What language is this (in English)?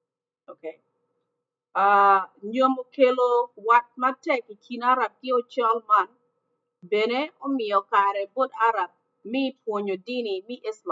Acoli